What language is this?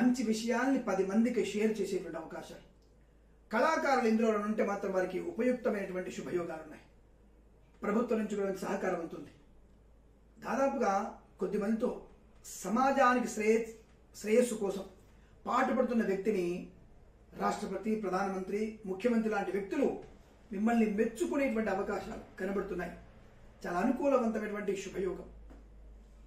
Telugu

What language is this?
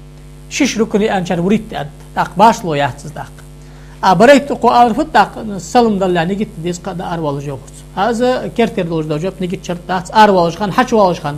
Ingush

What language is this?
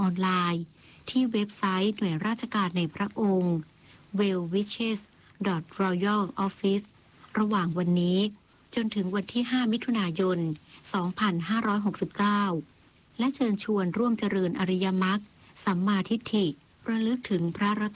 Thai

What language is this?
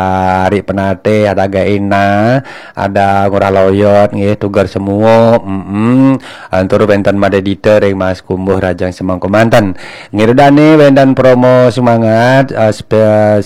Balinese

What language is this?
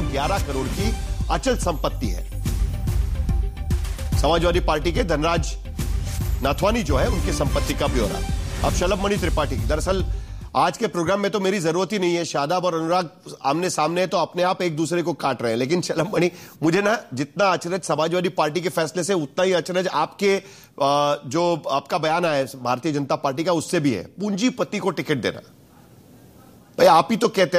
Hindi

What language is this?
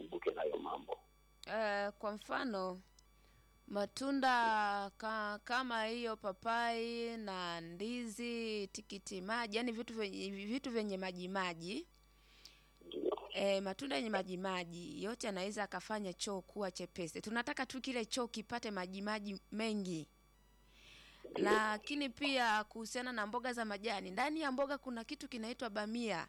Swahili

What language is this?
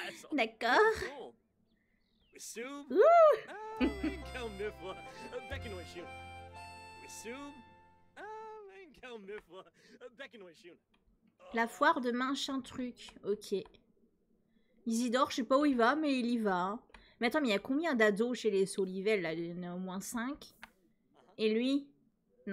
French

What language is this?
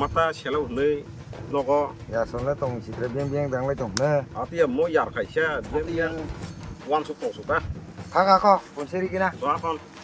Kok Borok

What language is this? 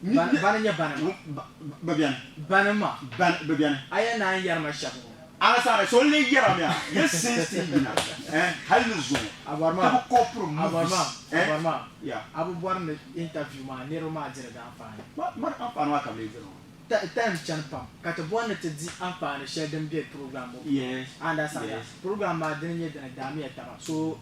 Dagbani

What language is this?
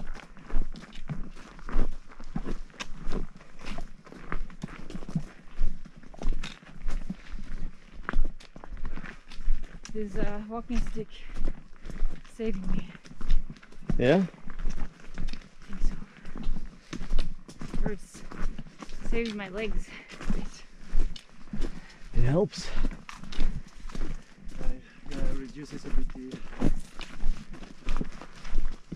English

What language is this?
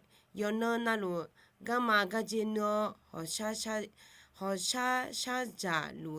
Akha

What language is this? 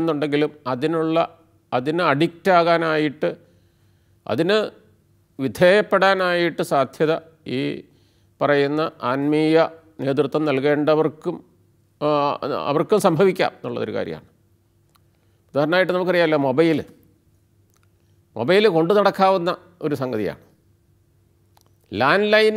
Malayalam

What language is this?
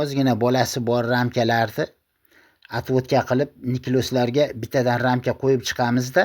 Uzbek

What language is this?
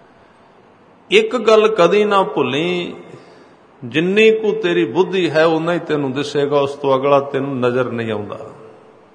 Punjabi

